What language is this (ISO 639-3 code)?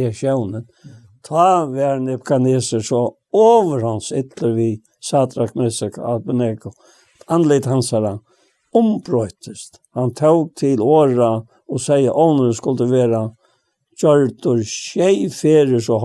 fao